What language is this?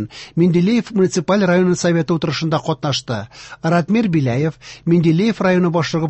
Tatar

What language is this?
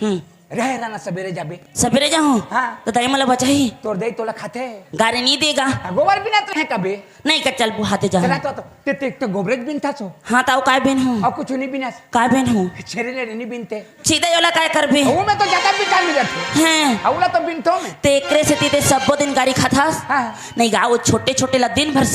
Chhattisgarhi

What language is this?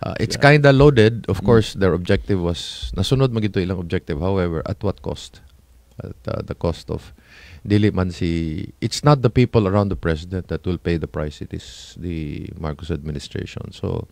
Cebuano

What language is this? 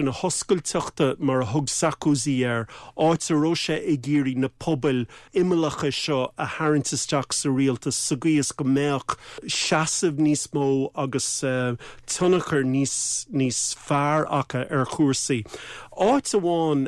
Irish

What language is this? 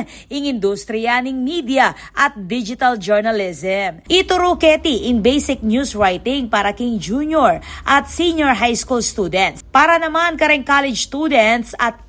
Pampanga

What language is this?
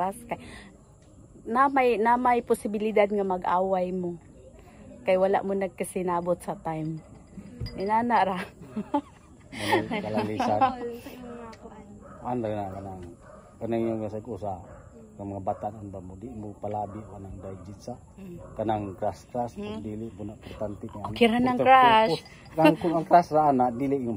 Cebuano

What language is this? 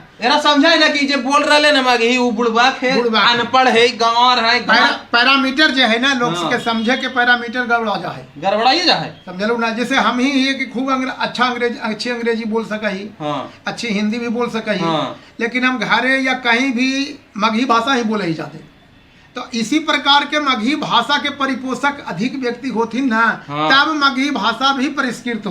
Magahi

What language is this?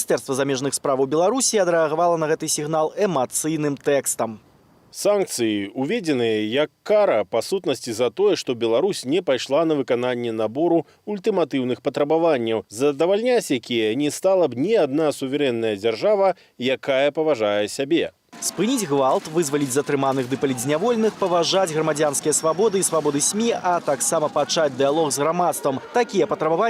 Belarusian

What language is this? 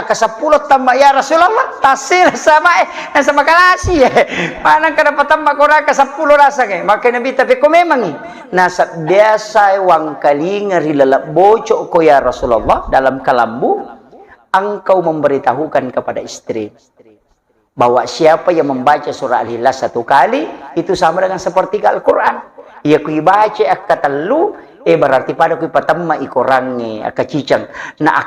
Buginese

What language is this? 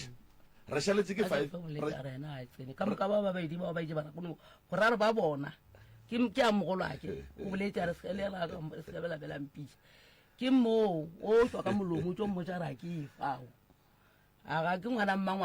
Northern Sotho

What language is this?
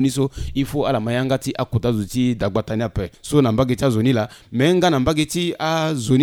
Sango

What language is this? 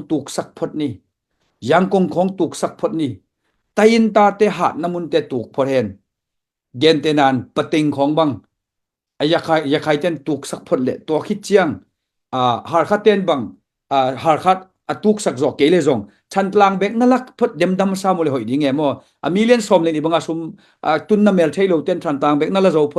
Tedim Chin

